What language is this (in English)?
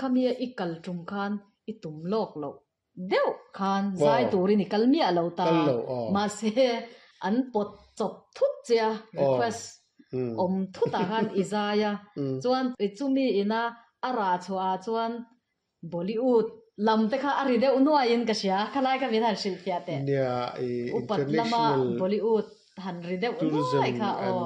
Mizo